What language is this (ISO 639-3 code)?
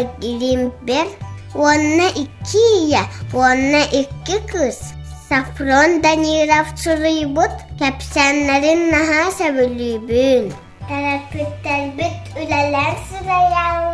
sah